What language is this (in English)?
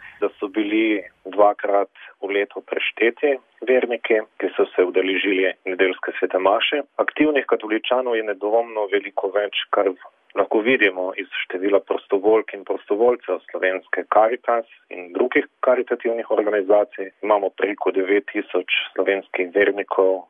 Slovenian